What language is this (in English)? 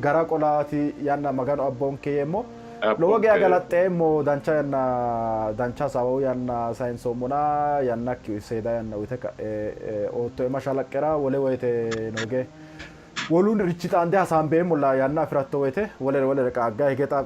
Sidamo